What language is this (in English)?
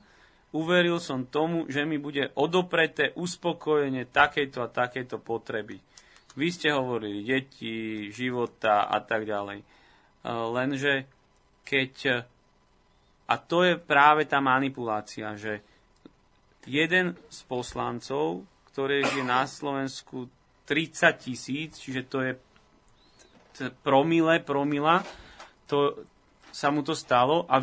Slovak